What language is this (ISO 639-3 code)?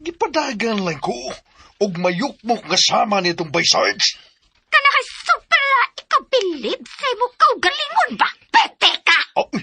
ceb